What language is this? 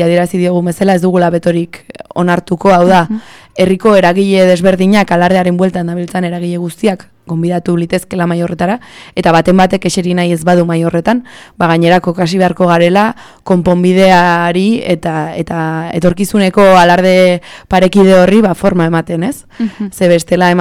Basque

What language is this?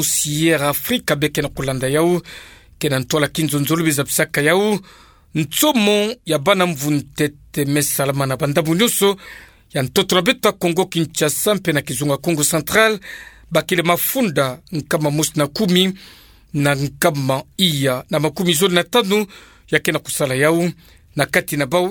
Kituba (Democratic Republic of Congo)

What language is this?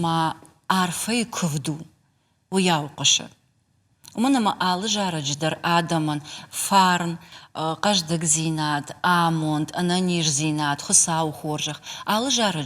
Ossetic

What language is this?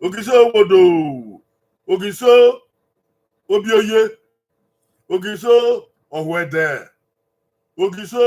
Bini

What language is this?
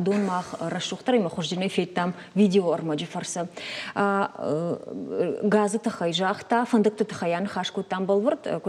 Ossetic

